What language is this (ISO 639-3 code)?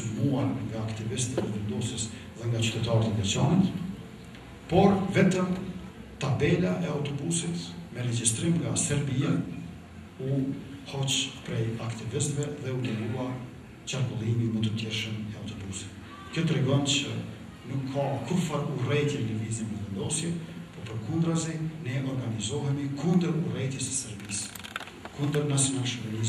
sqi